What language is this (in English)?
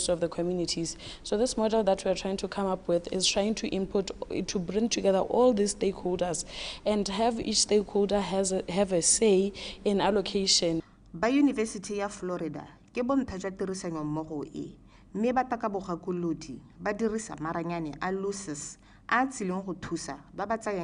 Tswana